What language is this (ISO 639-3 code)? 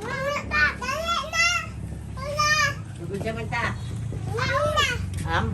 ceb